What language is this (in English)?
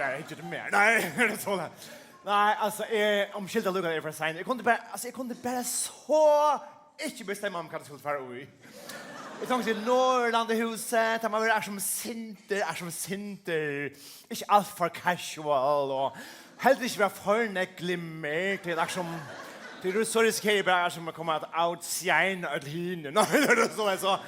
Faroese